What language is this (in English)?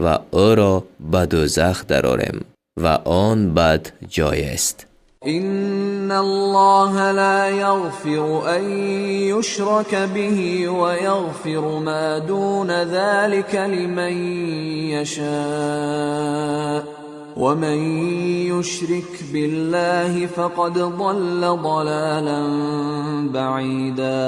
Tajik